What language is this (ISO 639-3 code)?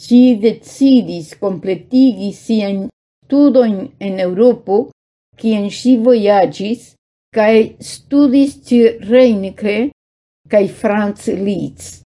epo